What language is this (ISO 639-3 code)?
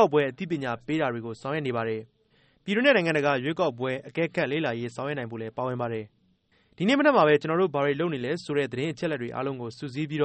mya